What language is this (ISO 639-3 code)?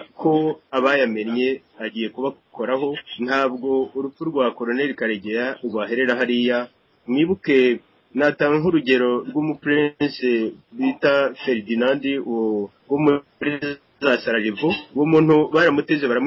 kin